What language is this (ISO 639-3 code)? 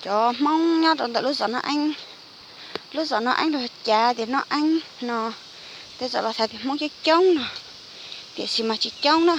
hmn